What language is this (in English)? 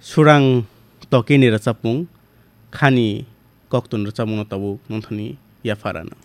Kok Borok